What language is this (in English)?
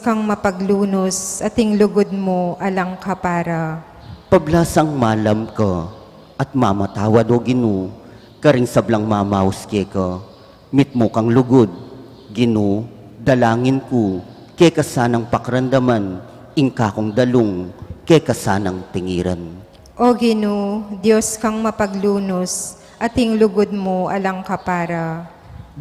Pampanga